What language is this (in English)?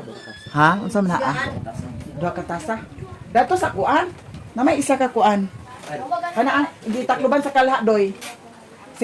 Cebuano